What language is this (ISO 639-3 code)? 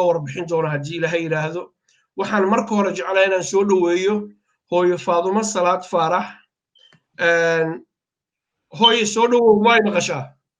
som